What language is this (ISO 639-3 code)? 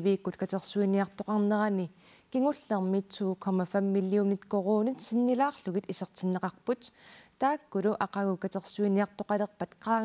kal